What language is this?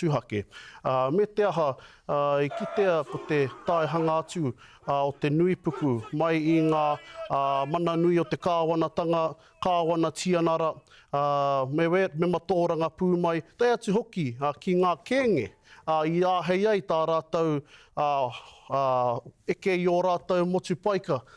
Māori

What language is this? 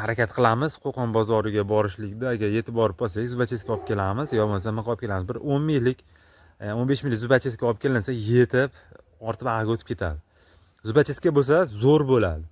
Uzbek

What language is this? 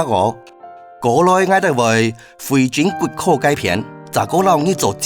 Hakka Chinese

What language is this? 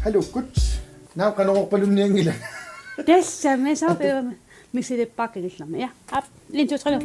Kalaallisut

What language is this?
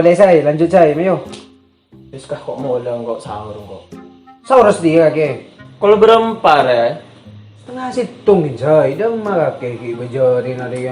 Madurese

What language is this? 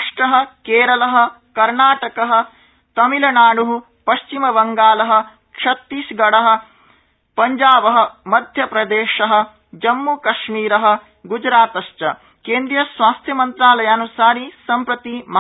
Sanskrit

